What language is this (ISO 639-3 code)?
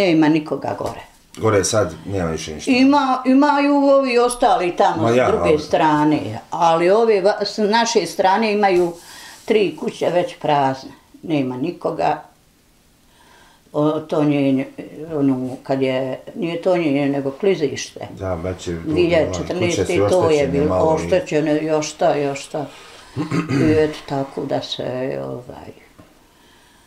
bos